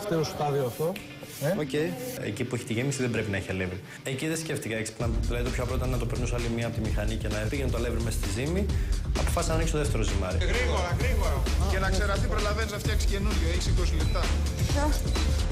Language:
Greek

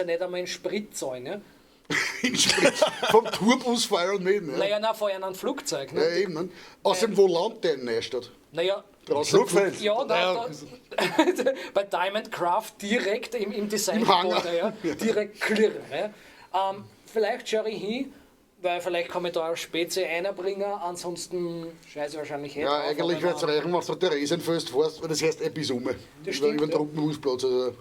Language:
Bavarian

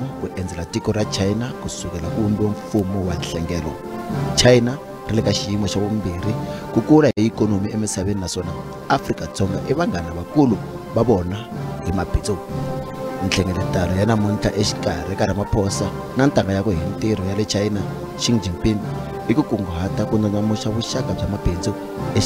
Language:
Tsonga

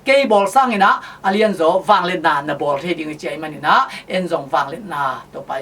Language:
Tedim Chin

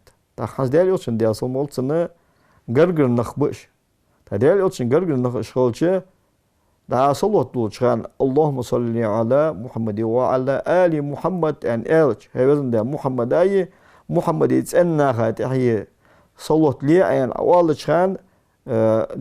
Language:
Ingush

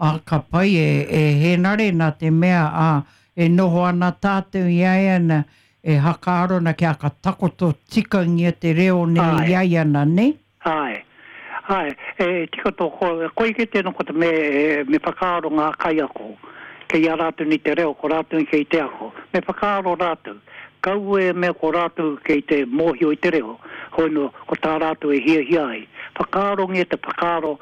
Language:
Māori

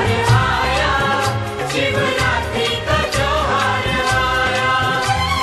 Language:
Hindi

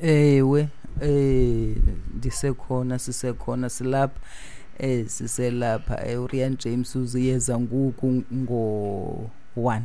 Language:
Xhosa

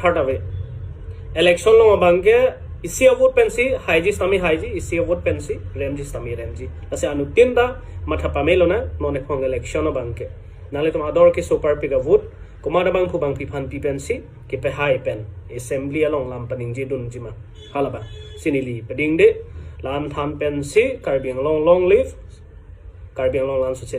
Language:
Karbi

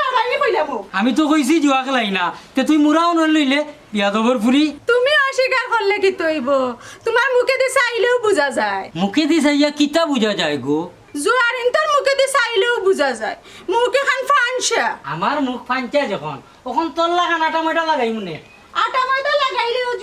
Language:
Sylheti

